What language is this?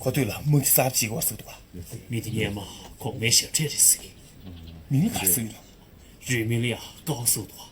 Tibetan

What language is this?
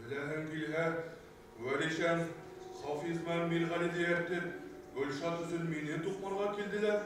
Bashkir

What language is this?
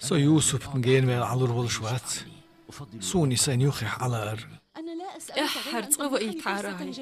Chechen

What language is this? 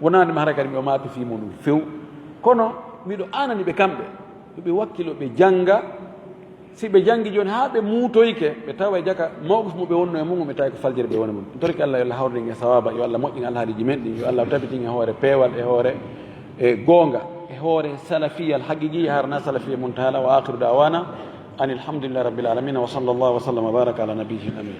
Fula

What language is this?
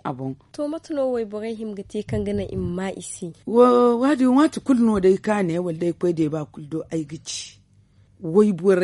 Zarma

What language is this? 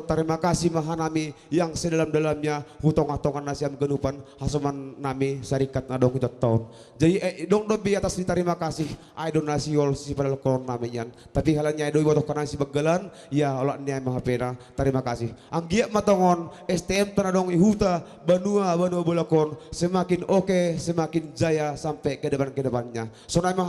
Batak Simalungun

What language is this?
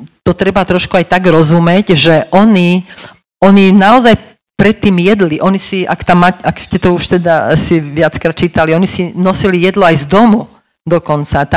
Slovak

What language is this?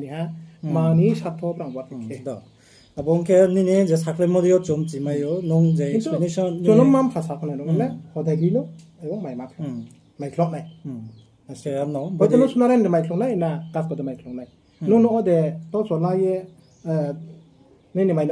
Riang (India)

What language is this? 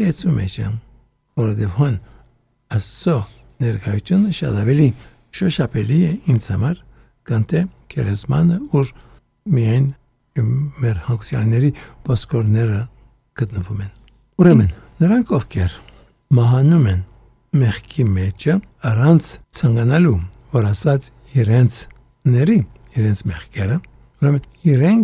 Armenian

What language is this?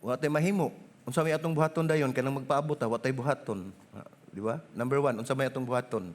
Cebuano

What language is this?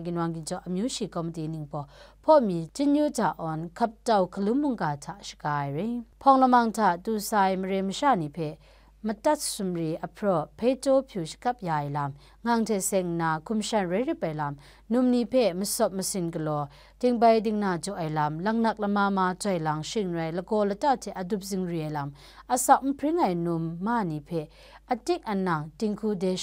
Kachin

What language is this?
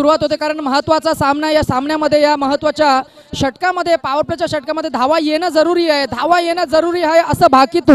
Marathi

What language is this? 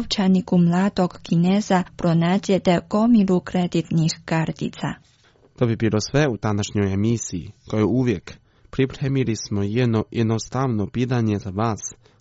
Croatian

